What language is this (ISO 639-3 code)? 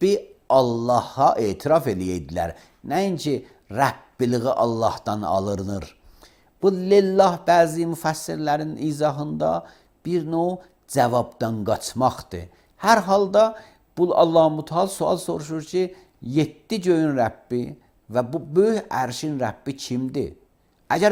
aze